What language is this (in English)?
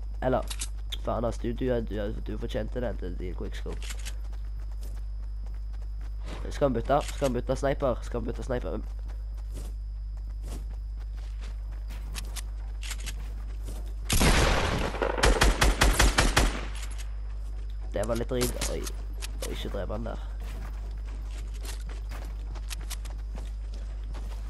Norwegian